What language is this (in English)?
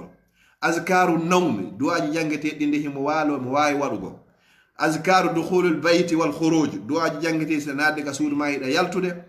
Fula